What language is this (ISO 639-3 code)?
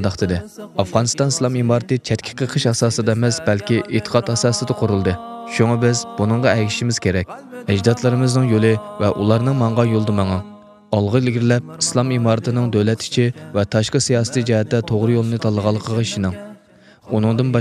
uig